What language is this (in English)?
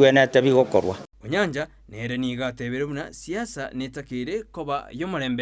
Gusii